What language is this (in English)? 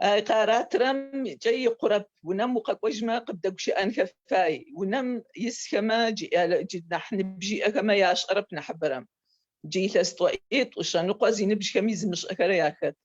Adyghe